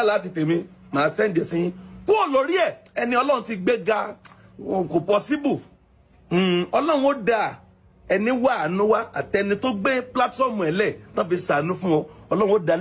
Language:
Yoruba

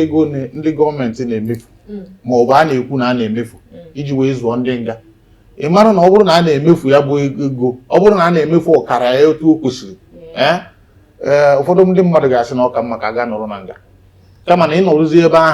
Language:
Igbo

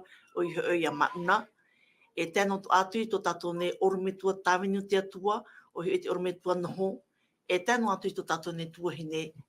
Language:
Tahitian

